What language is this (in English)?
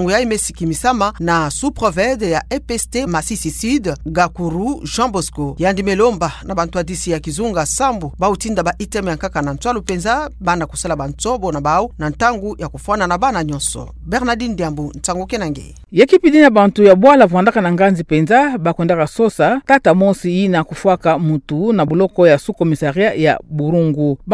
Kituba (Democratic Republic of Congo)